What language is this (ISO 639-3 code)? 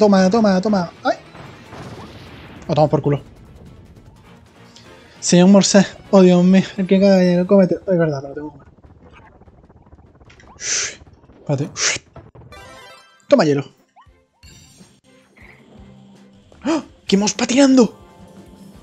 spa